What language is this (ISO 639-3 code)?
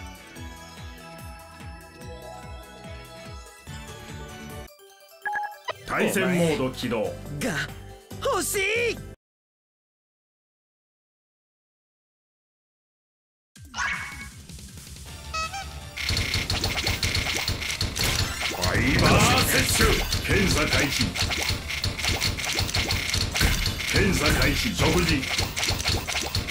jpn